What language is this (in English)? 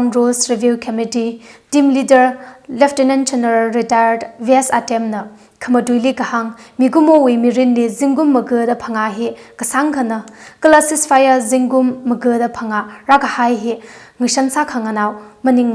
Tangkhul Naga (India)